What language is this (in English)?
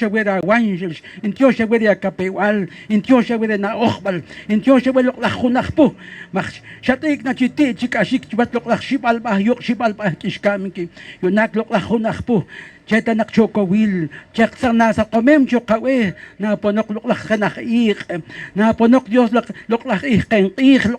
Poqomchi'